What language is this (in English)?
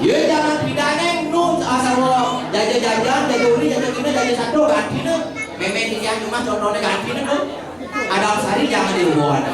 Balinese